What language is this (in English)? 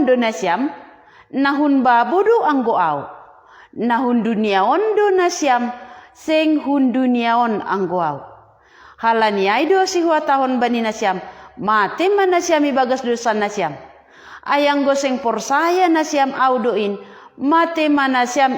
Batak Simalungun